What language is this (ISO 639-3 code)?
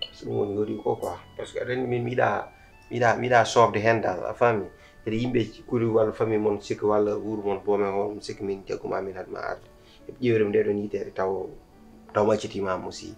ful